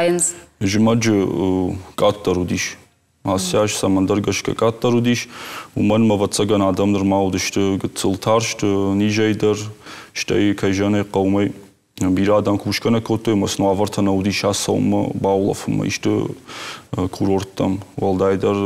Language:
Ossetic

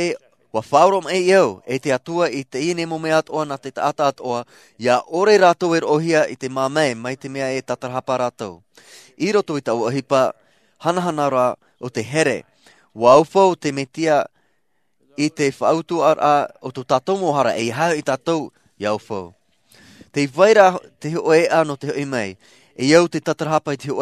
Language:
Tahitian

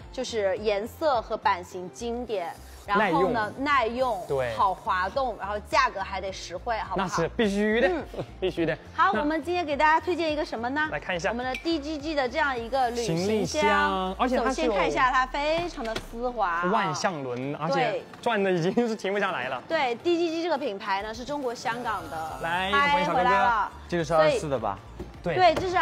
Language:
Chinese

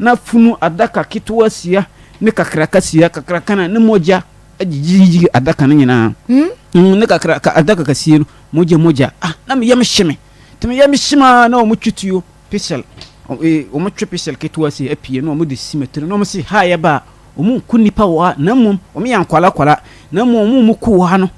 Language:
Akan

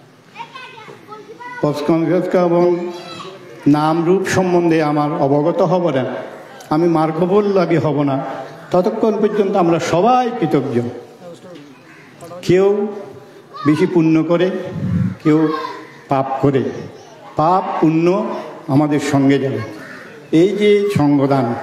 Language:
Bangla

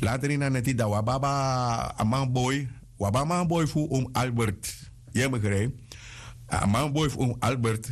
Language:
Sranan Tongo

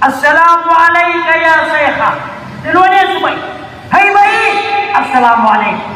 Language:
Maranao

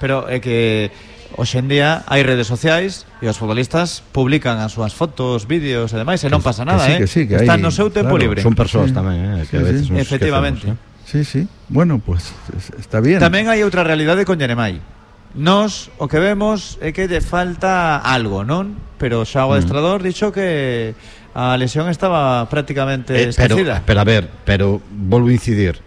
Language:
Galician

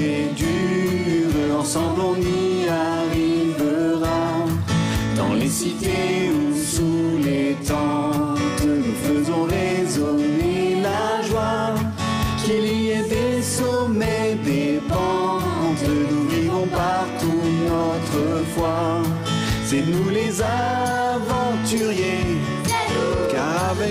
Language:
French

